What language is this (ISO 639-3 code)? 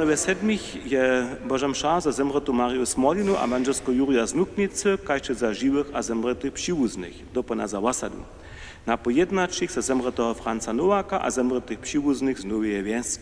hsb